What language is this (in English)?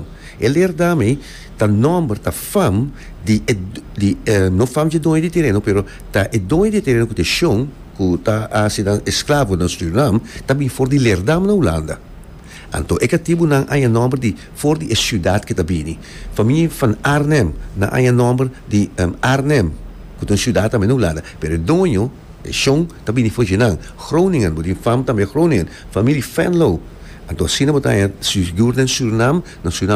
Papiamento